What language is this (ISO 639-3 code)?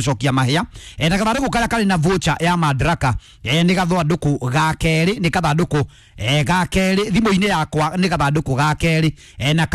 kik